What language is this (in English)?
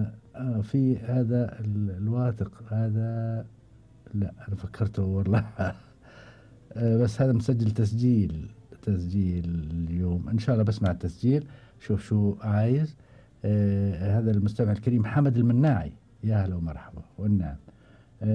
Gulf Arabic